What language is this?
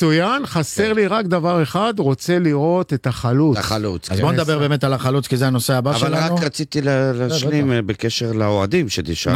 Hebrew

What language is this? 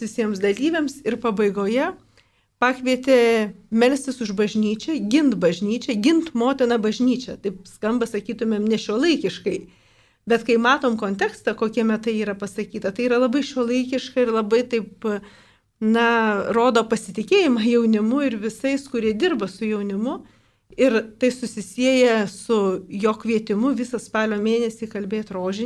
Lithuanian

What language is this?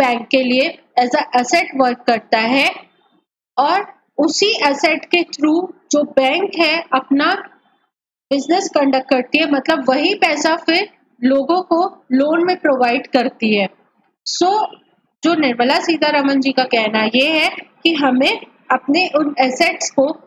Hindi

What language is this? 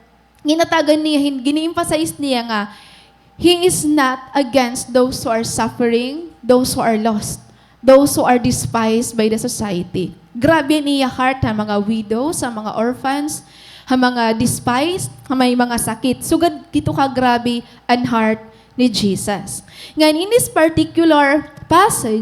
Waray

